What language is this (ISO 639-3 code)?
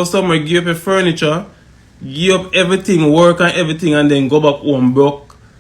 jam